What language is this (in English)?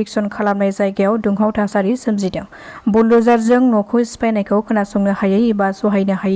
Bodo